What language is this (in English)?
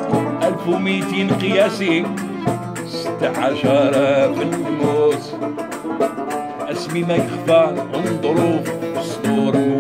Arabic